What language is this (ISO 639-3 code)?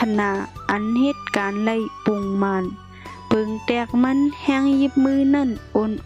shn